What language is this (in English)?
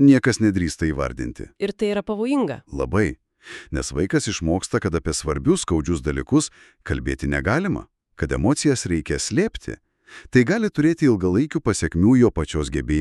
Lithuanian